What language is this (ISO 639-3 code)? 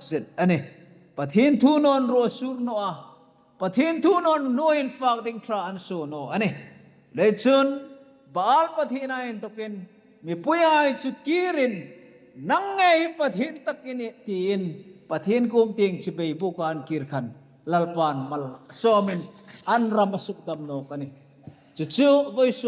hmr